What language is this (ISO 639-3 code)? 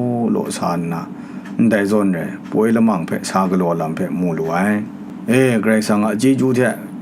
kac